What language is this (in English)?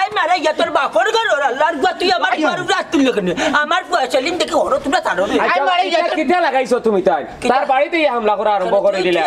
Sylheti